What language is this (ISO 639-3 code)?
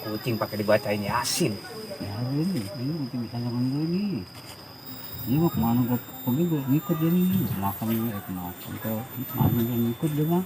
bew